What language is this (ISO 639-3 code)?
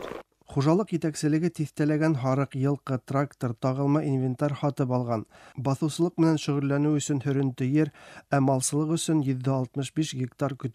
tat